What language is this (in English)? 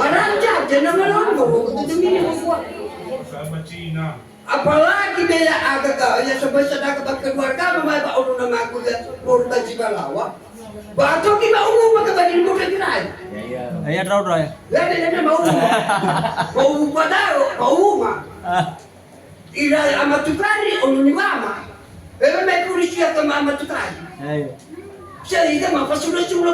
Nias